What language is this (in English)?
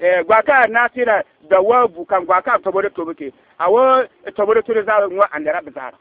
Bissa